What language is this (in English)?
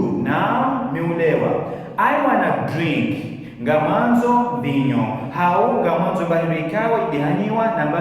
Ngazidja Comorian